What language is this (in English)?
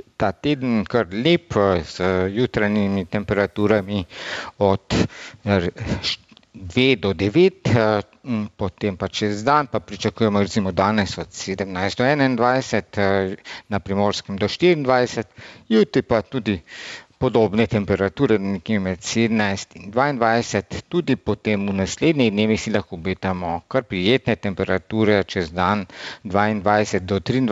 Slovenian